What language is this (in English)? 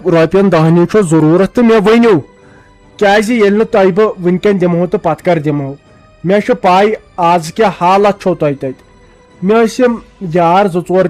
Kashmiri